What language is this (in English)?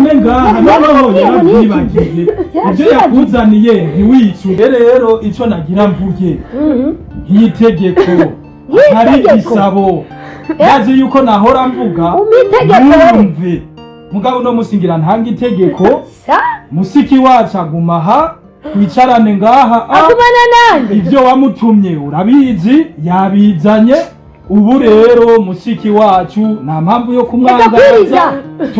Rundi